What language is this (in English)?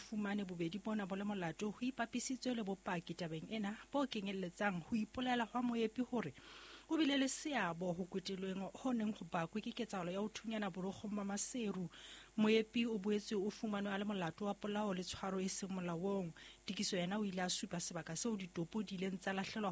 Southern Sotho